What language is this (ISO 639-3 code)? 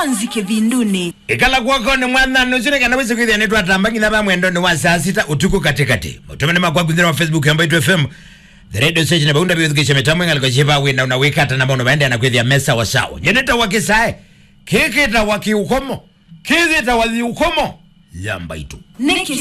kam